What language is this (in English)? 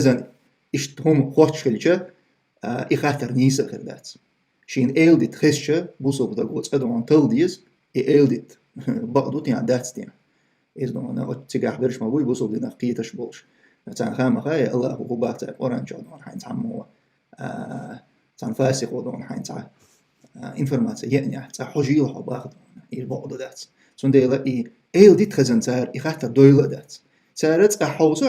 Chechen